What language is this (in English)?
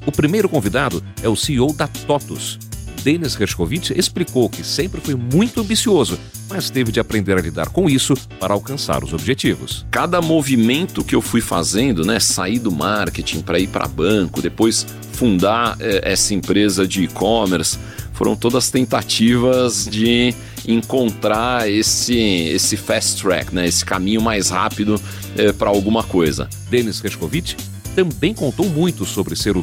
Portuguese